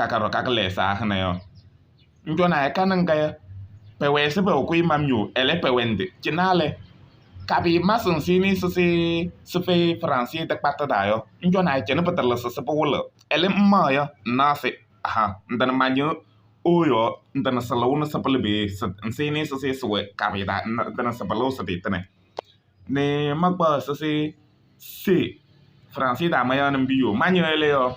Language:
Kabiyè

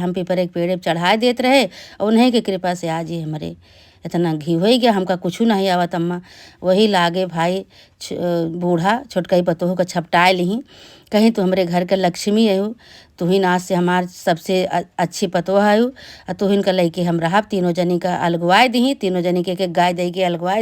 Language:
Awadhi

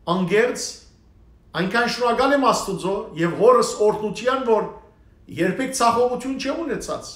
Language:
Western Armenian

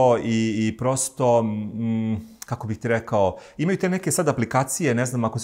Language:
Serbian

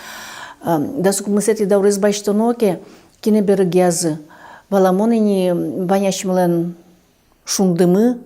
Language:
Udmurt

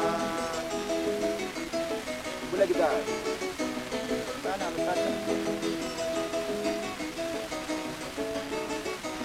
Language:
Swahili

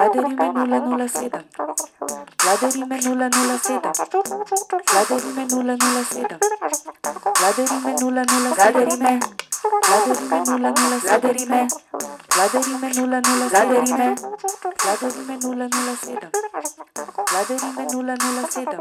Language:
Slovenian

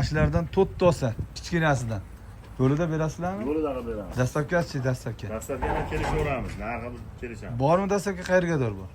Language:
Uzbek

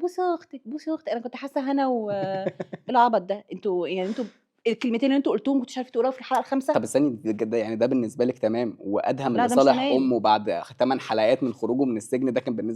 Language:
Egyptian Arabic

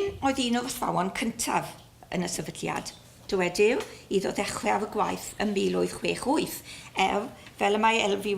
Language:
Welsh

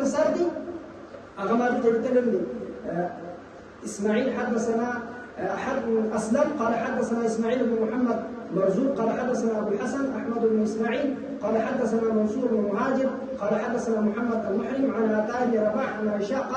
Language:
Pashto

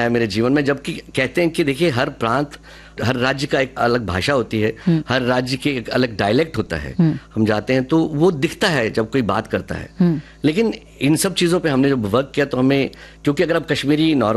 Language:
Hindi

